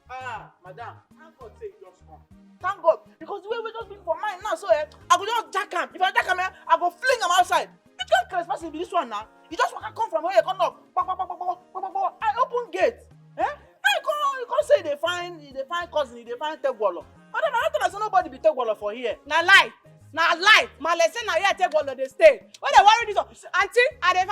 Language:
Nigerian Pidgin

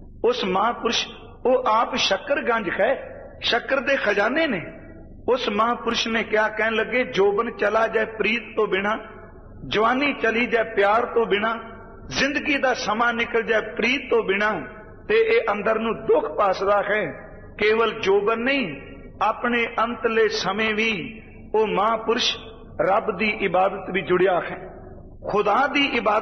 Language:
Punjabi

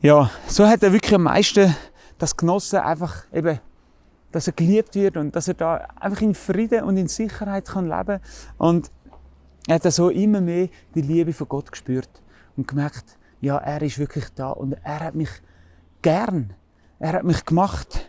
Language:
Swiss German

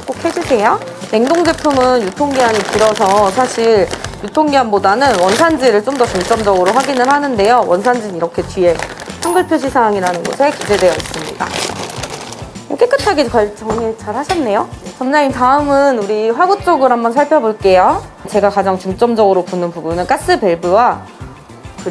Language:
Korean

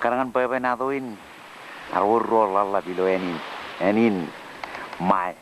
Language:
Marshallese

